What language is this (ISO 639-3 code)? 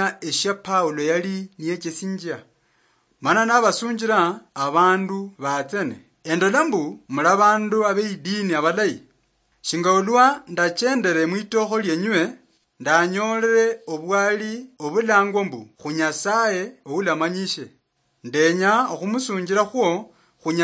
luy